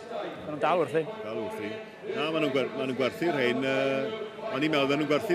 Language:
Welsh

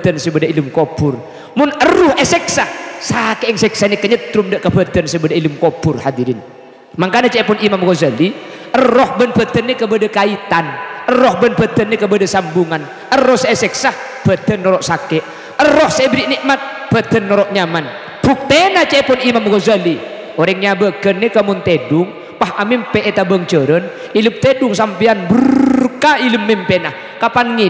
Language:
Madurese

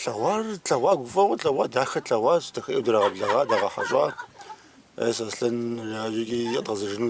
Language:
Kabardian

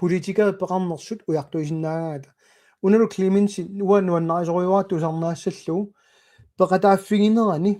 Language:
Kalaallisut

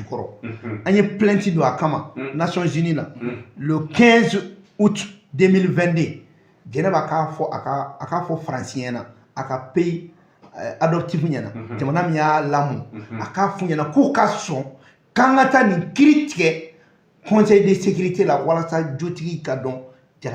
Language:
Bambara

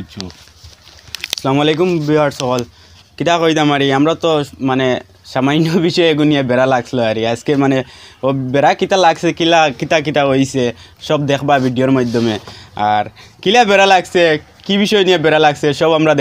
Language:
Sylheti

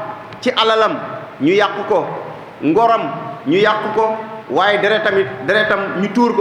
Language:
Wolof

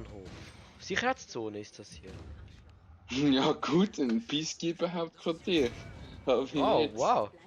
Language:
Swiss German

